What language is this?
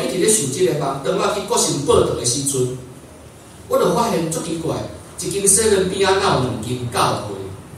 Min Nan Chinese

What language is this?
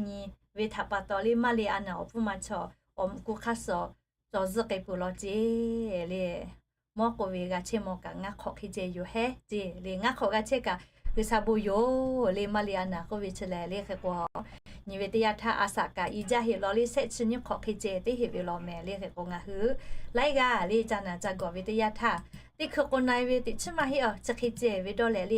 Lahu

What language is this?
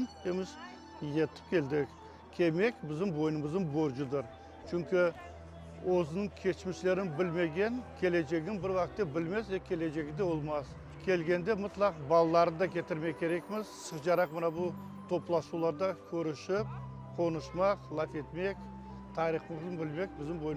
Crimean Tatar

